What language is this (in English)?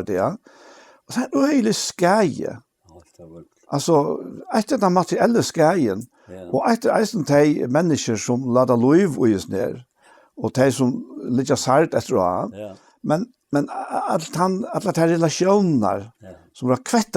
Faroese